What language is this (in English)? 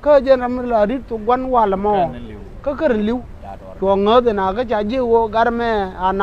Nuer